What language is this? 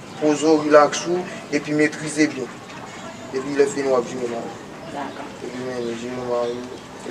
Haitian Creole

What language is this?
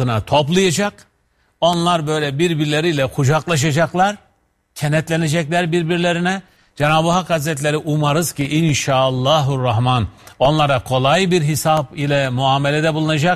Turkish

